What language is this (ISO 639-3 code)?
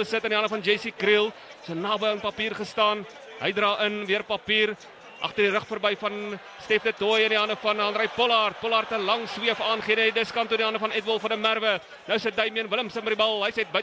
afr